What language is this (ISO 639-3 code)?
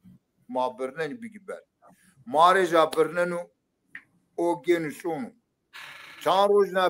zza